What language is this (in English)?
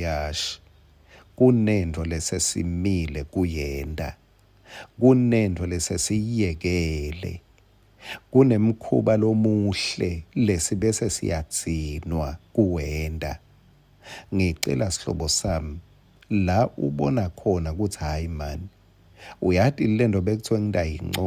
Swati